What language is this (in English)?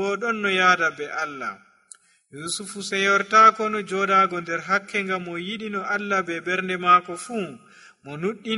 Nigerian Fulfulde